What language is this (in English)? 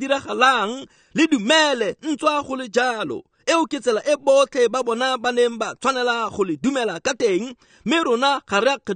Tswana